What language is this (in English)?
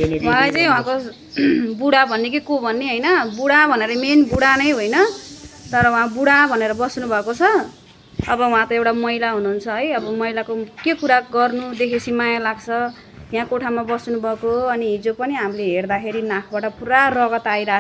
Nepali